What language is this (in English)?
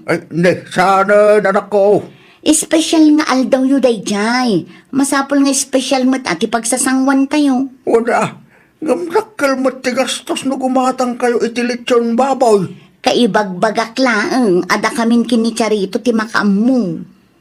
Iloko